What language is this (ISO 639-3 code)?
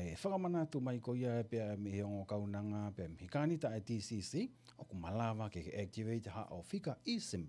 ton